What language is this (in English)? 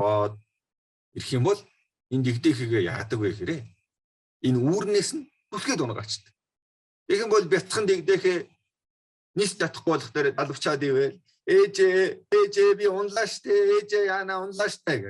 Mongolian